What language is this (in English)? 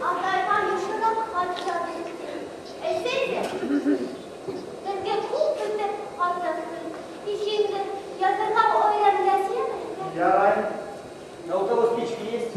Bashkir